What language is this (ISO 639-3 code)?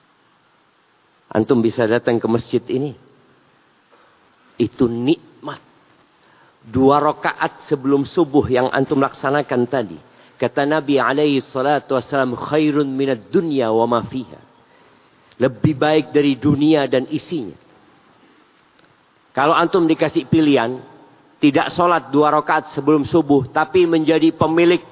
ind